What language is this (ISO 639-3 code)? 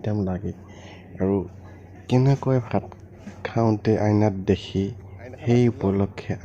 asm